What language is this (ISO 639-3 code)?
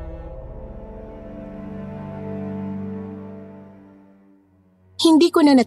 fil